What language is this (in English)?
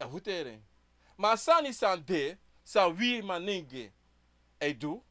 Sranan Tongo